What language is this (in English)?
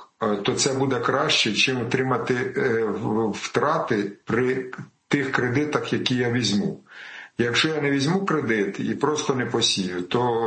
Ukrainian